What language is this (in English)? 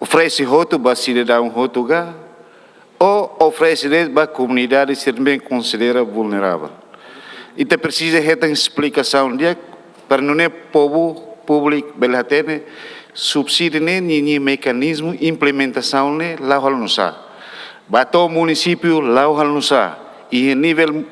Tetum